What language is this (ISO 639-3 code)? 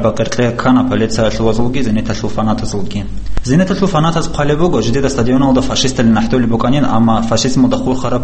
ava